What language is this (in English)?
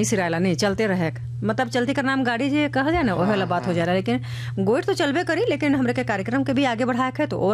Bhojpuri